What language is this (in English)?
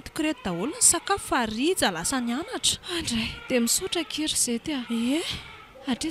Malagasy